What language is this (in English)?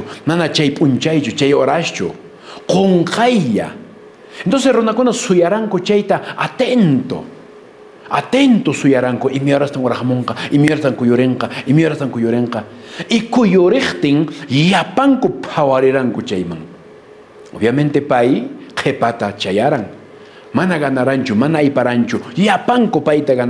Quechua